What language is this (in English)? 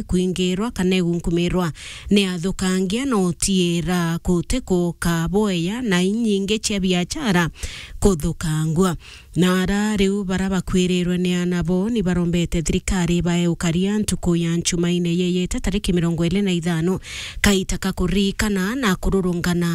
Meru